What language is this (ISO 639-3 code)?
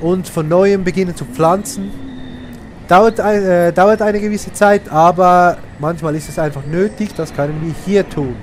gsw